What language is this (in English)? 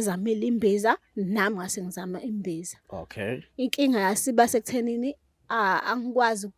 Zulu